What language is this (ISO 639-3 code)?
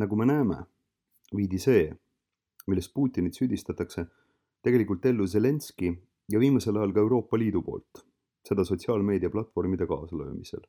est